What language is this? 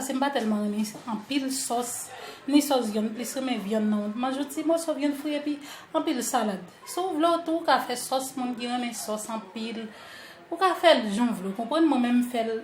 Haitian Creole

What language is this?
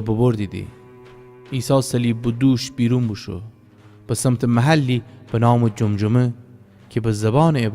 Gilaki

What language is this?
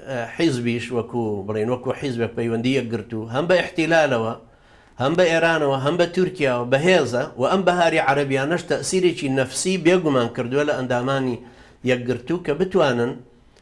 Central Kurdish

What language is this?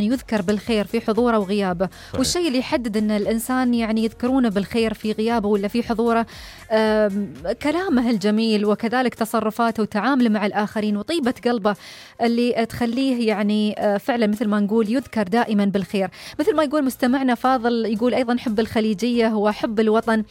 Najdi Arabic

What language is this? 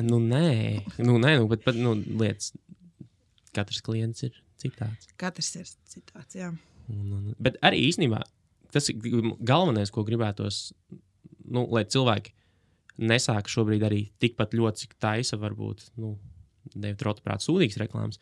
Latvian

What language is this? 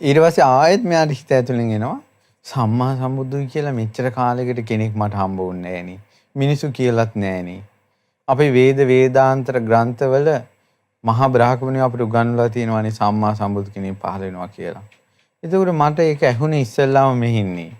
Sinhala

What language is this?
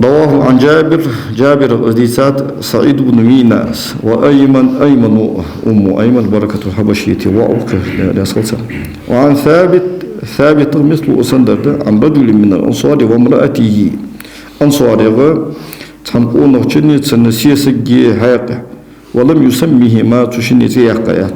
Ingush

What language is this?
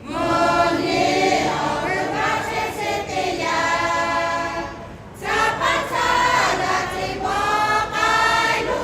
Lahu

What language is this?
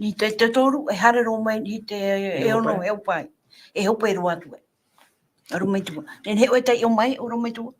Tahitian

